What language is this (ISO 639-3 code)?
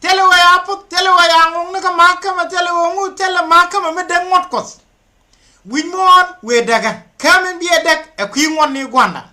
nus